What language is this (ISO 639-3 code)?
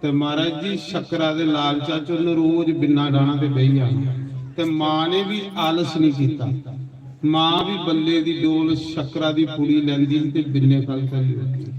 doi